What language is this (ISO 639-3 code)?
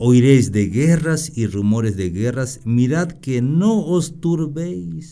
tzh